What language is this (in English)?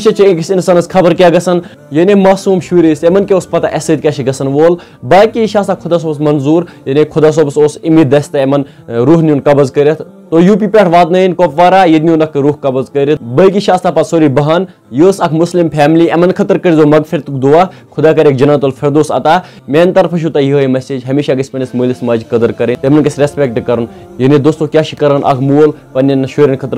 Kashmiri